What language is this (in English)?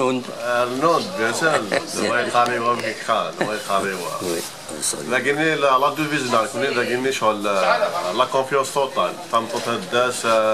Kabyle